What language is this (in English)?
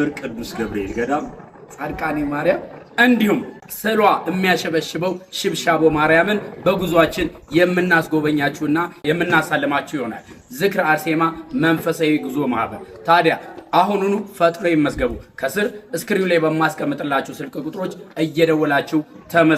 Amharic